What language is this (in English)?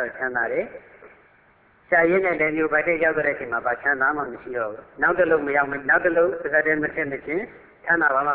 Burmese